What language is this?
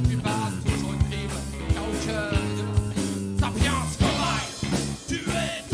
French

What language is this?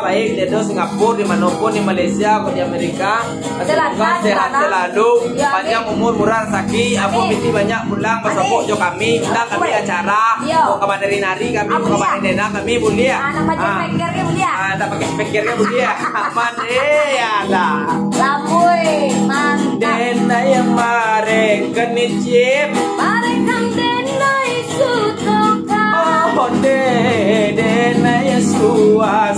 Minangkabau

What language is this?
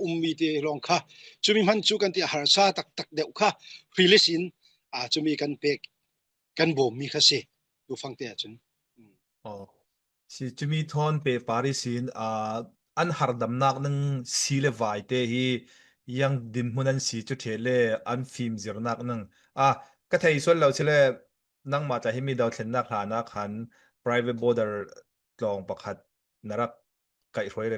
Falam Chin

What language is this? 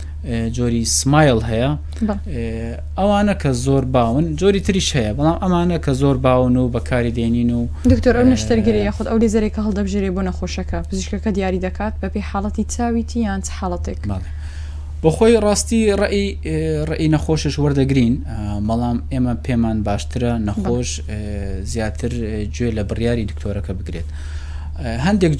Central Kurdish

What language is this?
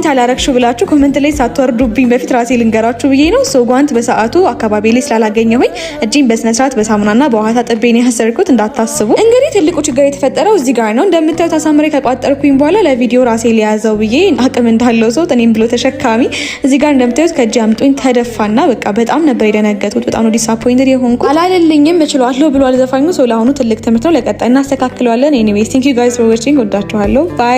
Amharic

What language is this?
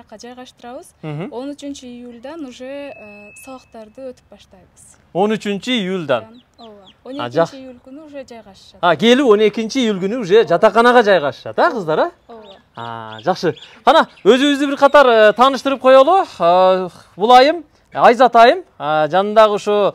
Kyrgyz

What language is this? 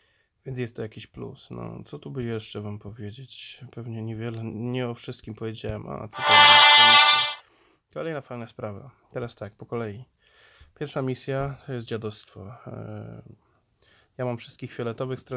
Polish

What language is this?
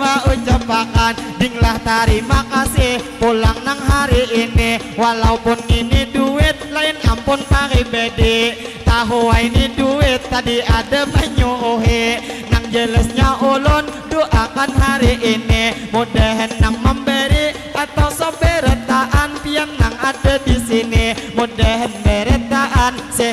Banjar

